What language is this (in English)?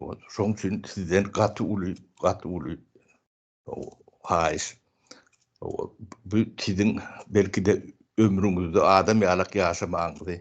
Turkmen